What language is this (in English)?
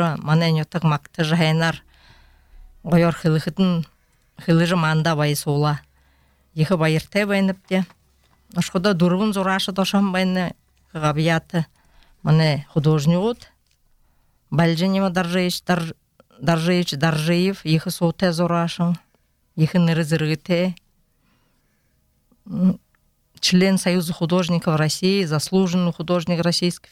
Buriat